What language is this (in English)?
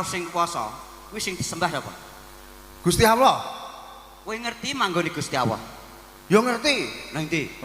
Javanese